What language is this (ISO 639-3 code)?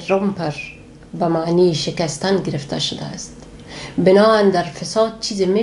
fas